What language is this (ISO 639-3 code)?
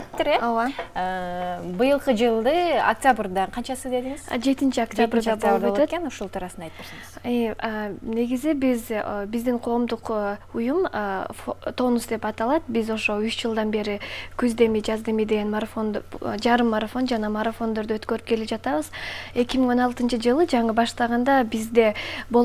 kir